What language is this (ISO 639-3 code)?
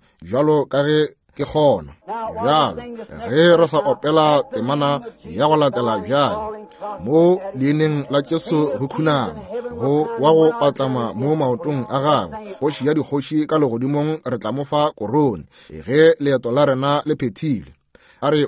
nso